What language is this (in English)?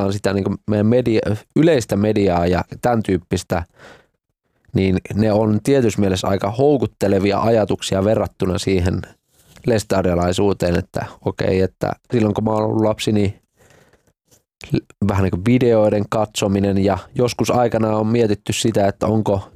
Finnish